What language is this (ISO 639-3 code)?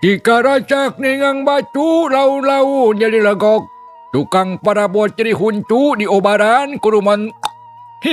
sun